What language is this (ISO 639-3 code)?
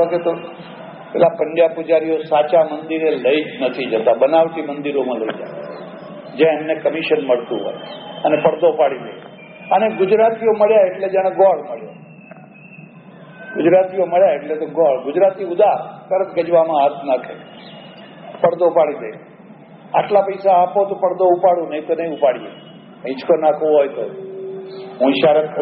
guj